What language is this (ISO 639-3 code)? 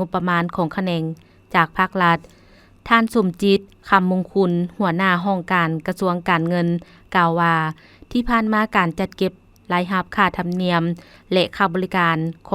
lao